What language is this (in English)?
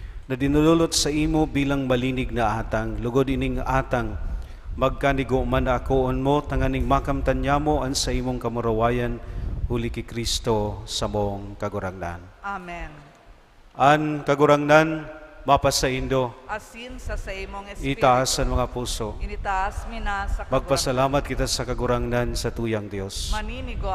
Bikol